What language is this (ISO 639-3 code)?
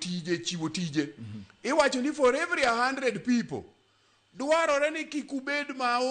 luo